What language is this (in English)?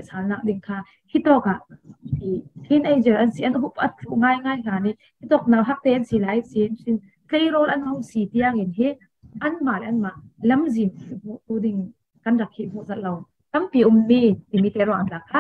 Falam Chin